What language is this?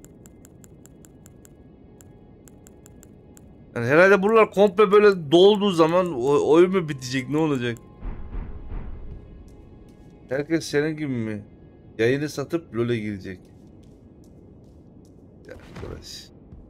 Turkish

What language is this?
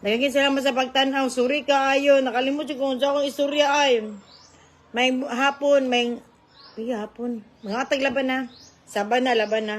Cebuano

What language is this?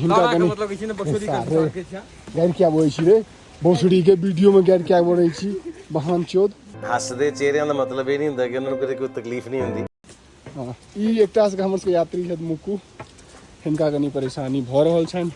Maithili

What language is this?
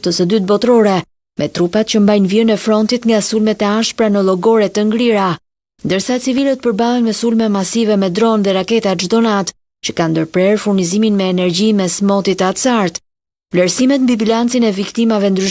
Albanian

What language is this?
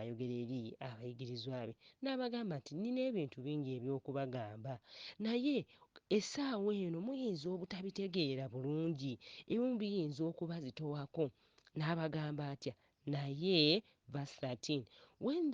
Ganda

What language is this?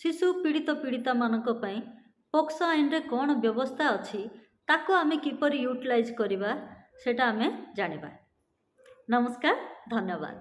Odia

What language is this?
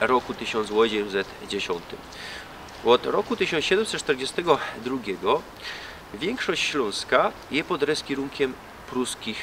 Silesian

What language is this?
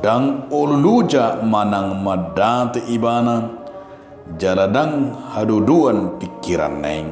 Batak Toba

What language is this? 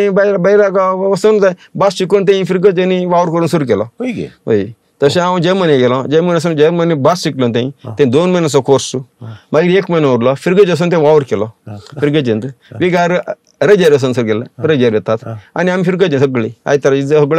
Konkani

